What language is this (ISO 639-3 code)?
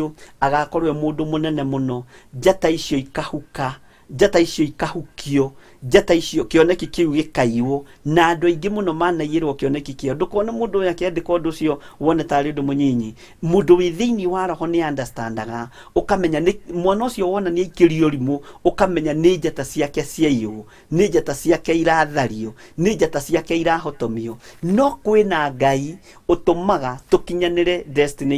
kik